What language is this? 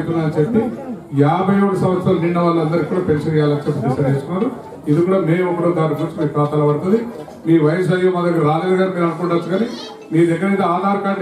Telugu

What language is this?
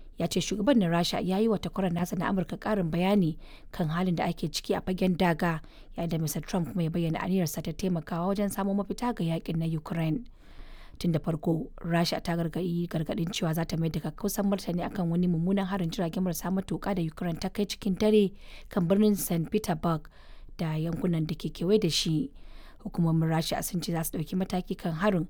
Hausa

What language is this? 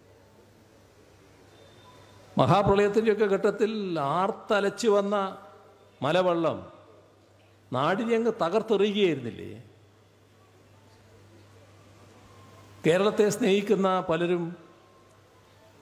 Malayalam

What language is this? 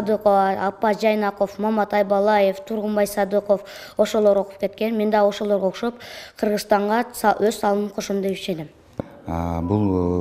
Kyrgyz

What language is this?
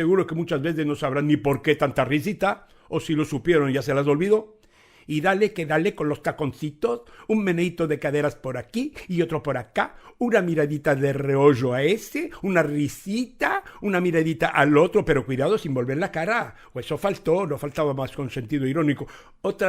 Ladino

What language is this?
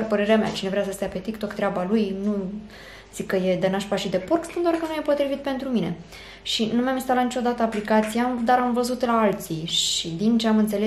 Romanian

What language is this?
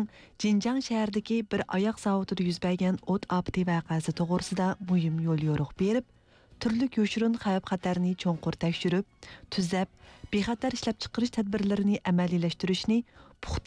Uyghur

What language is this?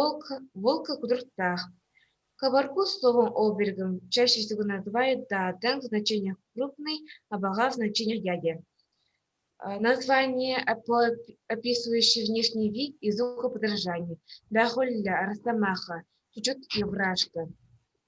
Yakut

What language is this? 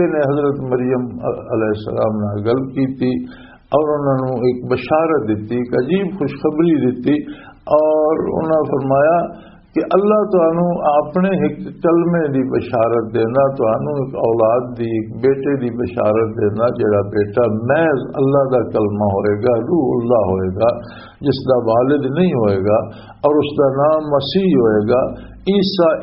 Western Panjabi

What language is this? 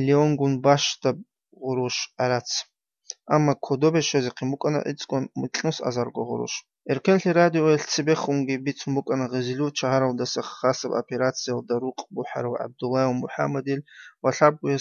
Avaric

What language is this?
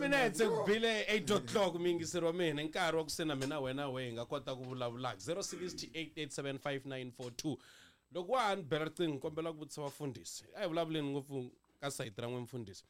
Tsonga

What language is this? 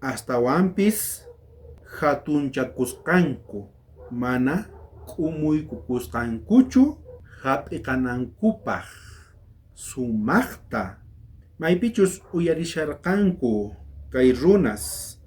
South Bolivian Quechua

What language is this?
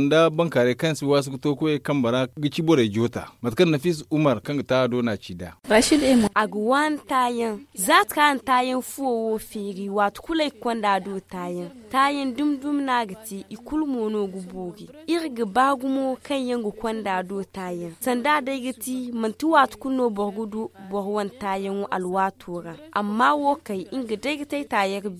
Zarma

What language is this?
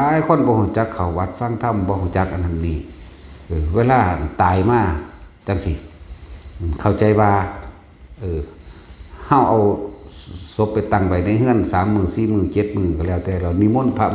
Northeastern Thai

